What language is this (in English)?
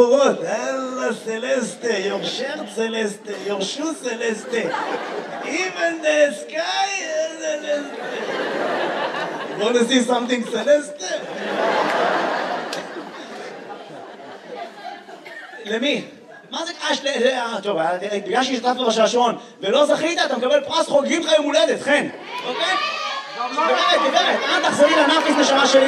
Hebrew